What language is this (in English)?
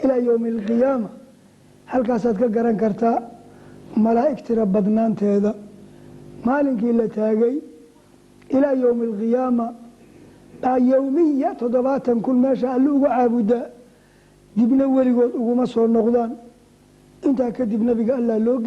Somali